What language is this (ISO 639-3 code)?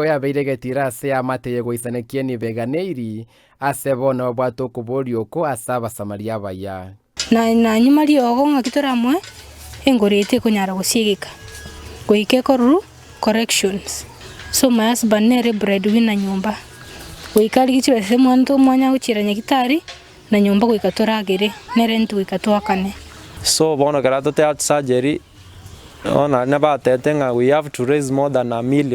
guz